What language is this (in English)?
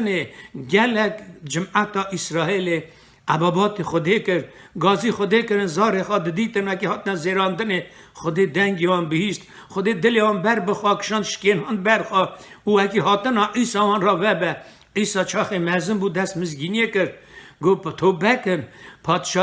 Kurdish